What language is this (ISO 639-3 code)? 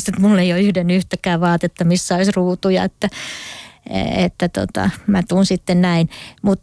fin